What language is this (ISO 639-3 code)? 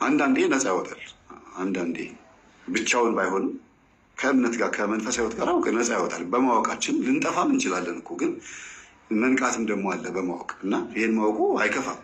amh